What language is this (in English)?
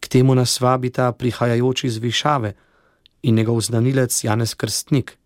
Slovenian